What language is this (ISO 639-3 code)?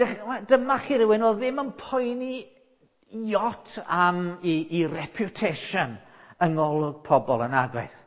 cym